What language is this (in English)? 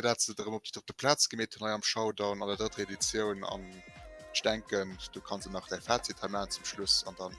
Luxembourgish